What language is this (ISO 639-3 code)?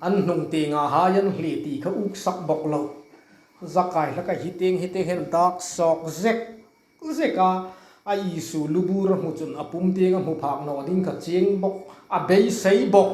hmr